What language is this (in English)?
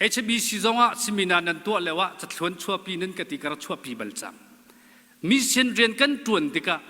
Hakha Chin